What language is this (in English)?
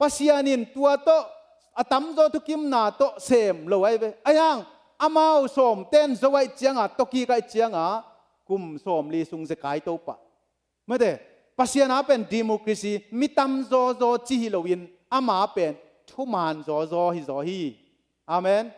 Tedim Chin